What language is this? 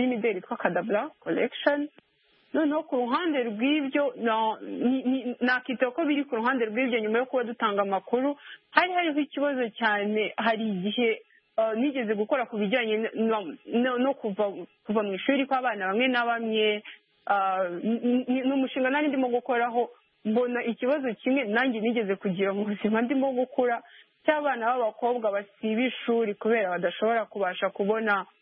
Kinyarwanda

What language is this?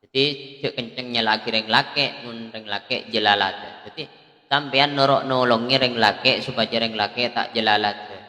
Madurese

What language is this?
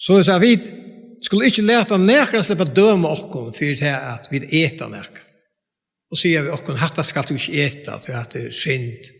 Faroese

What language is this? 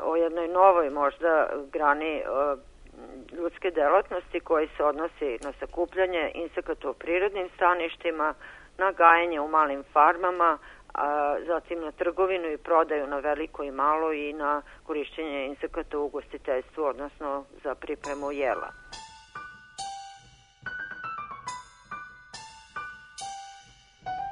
Serbian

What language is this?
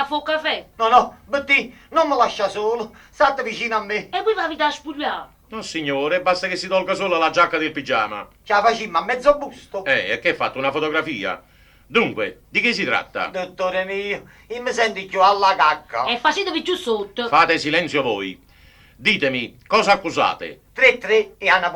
Neapolitan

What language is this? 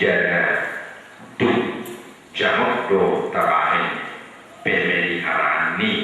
Batak Toba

